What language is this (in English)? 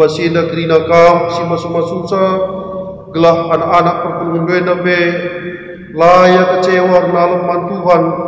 Batak Karo